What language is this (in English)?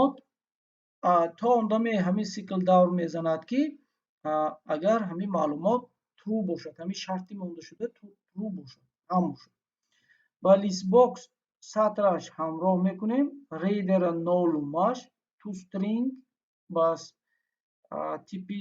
Tajik